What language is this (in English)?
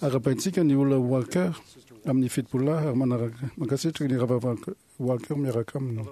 Malagasy